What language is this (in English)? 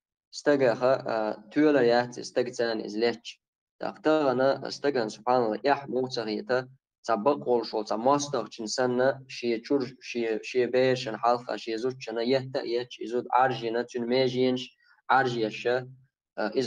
Chechen